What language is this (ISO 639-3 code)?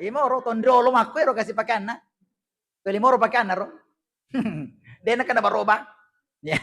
bug